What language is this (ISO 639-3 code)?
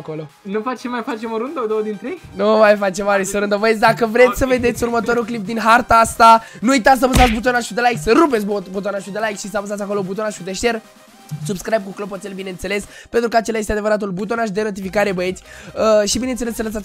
ron